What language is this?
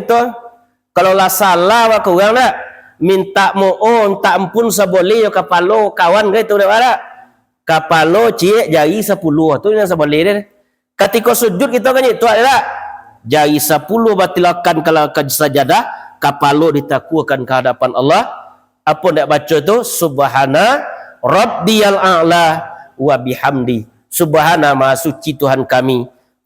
Minangkabau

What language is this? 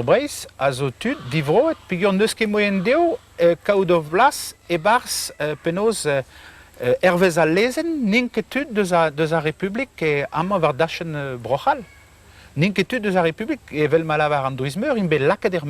Breton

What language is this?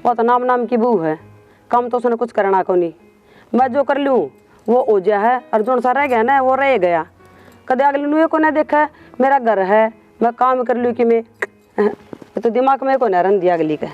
Haryanvi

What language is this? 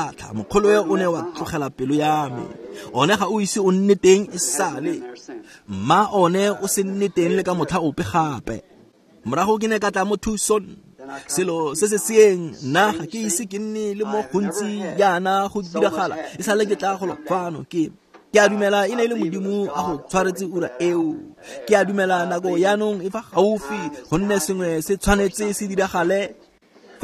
Tswana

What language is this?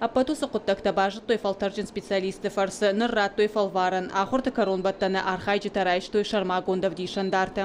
Ossetic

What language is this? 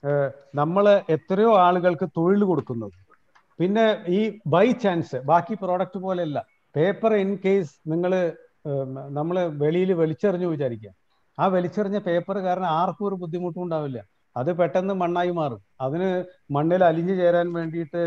Malayalam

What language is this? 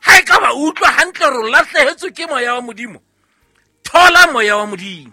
Southern Sotho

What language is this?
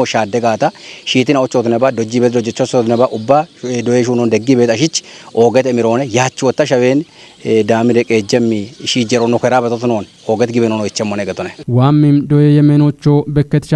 Kafa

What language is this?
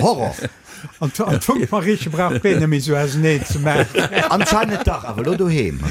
Luxembourgish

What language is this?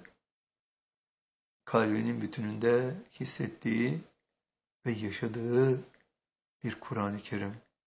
Turkish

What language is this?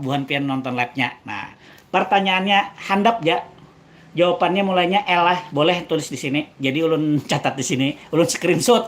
Banjar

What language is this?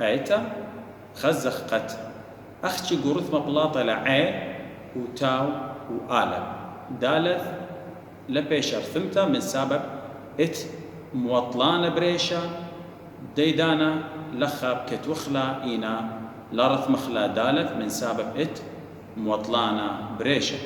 Assyrian Neo-Aramaic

